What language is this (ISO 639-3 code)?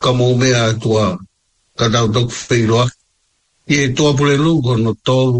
ton